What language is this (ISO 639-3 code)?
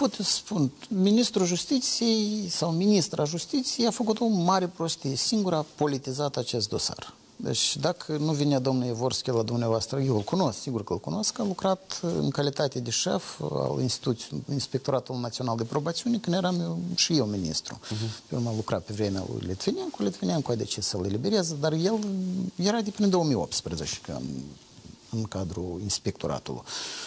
ron